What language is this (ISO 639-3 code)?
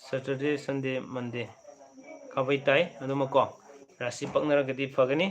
mni